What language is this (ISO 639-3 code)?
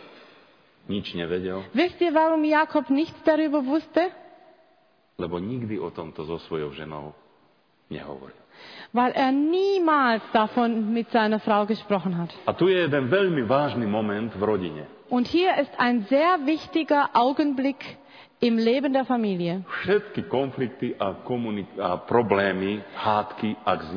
slk